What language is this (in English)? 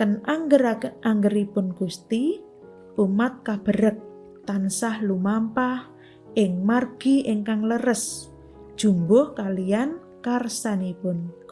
Javanese